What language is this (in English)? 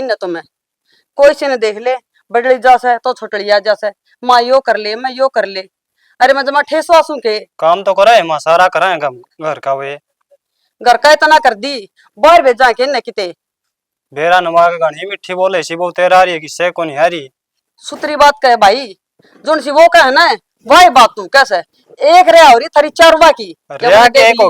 Haryanvi